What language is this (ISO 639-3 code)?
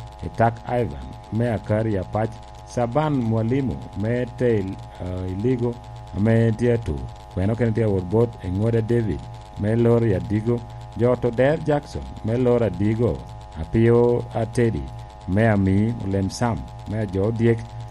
laj